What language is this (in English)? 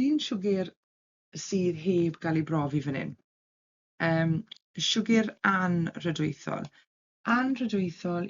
Welsh